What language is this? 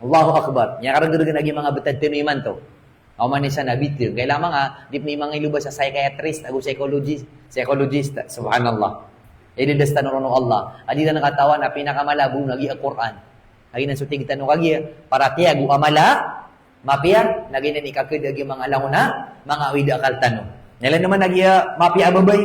Maranao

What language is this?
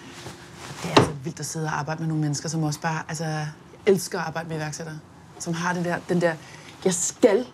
Danish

